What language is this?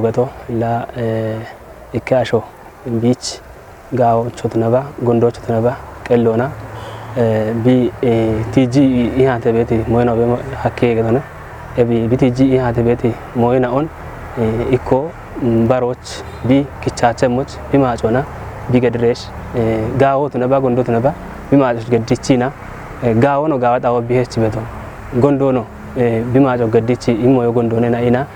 Kafa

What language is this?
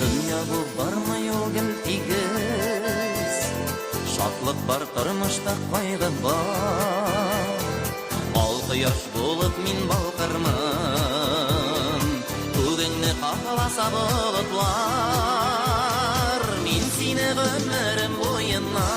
Bashkir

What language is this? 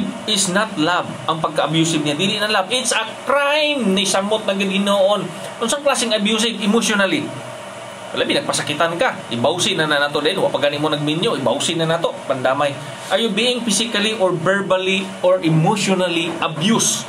Cebuano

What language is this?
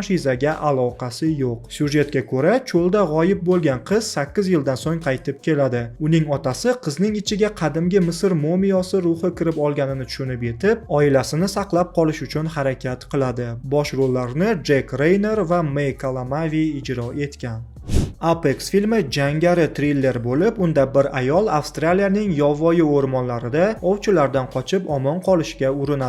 Uzbek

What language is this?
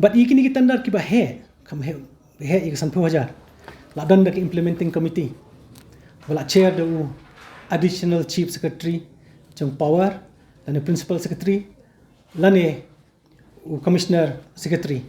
Khasi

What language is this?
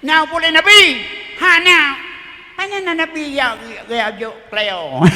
Achinese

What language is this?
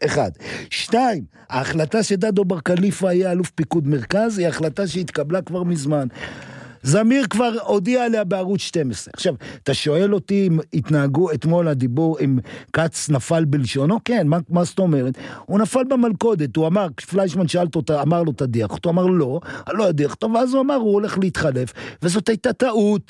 Hebrew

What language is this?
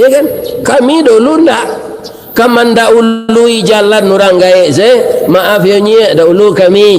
Minangkabau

